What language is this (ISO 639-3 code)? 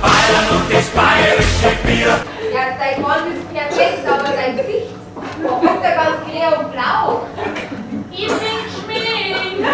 bar